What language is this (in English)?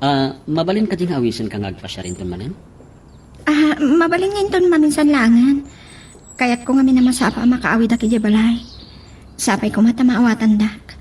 Iloko